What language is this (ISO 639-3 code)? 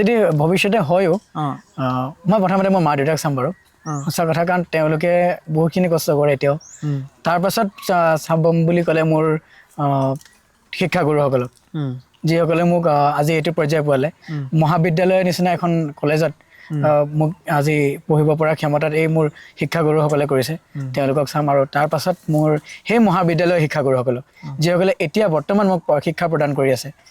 asm